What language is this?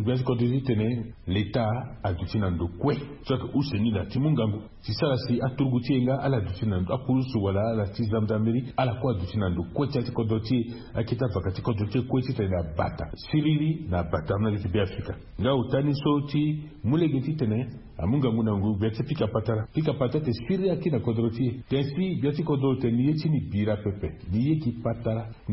Sango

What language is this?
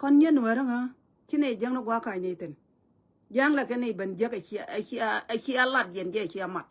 Nuer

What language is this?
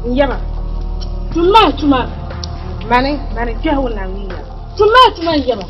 Dagbani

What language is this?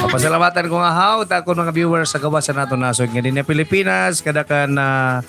Waray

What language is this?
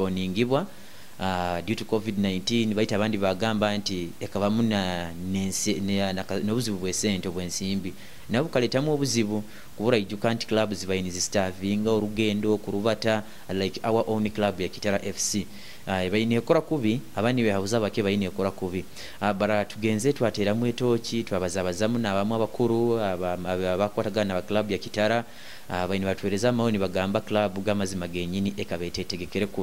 Nyoro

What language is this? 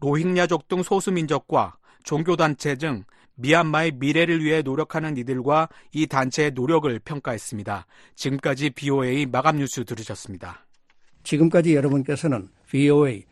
Korean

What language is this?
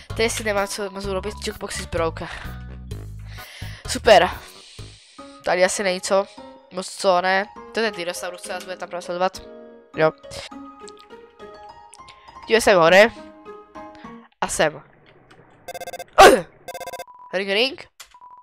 Czech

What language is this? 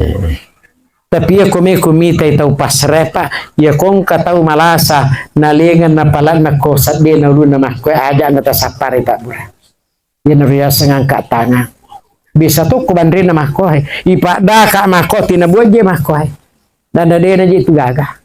Buginese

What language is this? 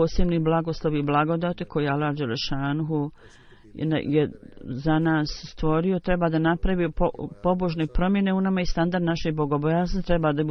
Bosnian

